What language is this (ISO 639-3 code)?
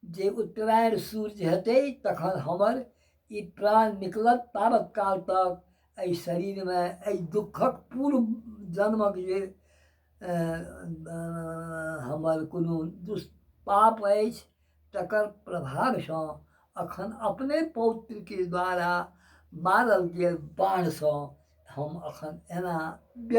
mai